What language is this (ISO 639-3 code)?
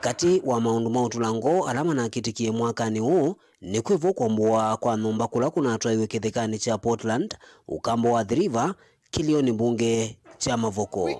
kam